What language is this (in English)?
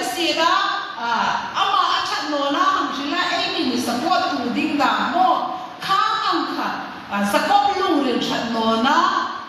Hmar